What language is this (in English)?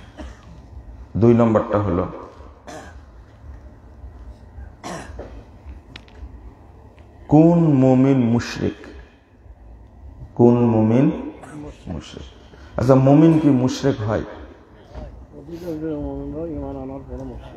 Bangla